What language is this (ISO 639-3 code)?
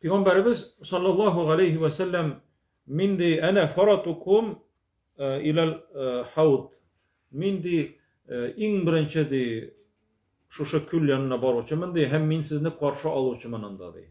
tat